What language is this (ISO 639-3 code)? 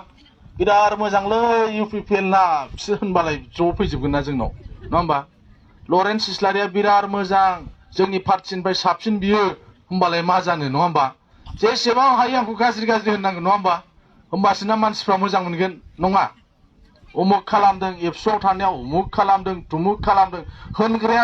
brx